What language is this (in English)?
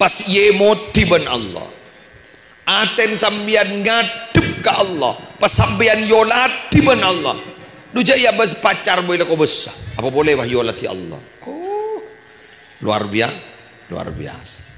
Madurese